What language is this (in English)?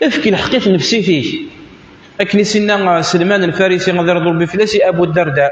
Kabyle